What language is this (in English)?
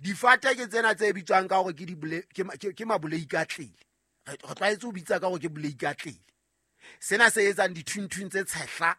Southern Sotho